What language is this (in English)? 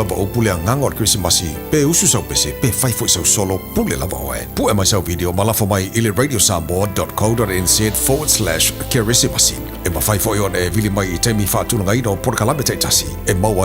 Samoan